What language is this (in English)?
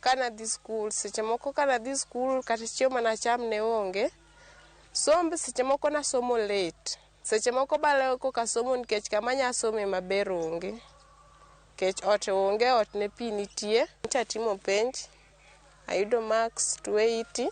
Luo (Kenya and Tanzania)